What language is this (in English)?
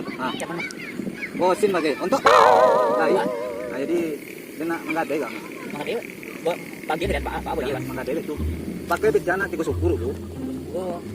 Minangkabau